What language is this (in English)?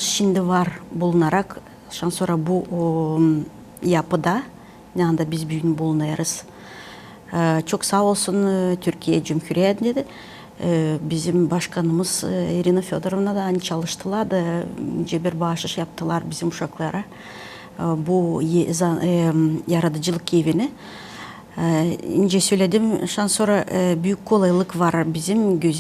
Gagauz